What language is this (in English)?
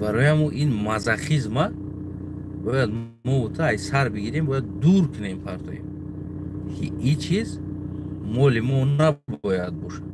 Tajik